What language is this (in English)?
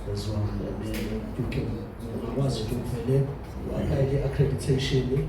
Zulu